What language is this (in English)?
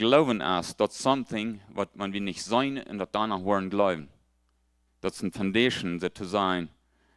Plautdietsch